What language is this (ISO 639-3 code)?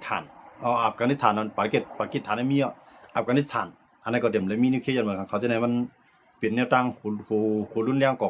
shn